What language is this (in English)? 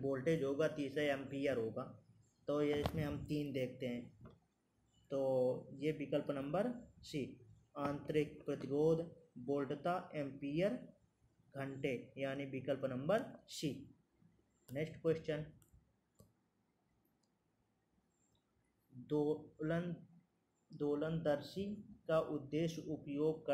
Hindi